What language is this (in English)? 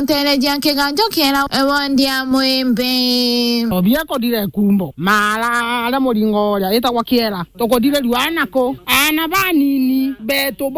Meru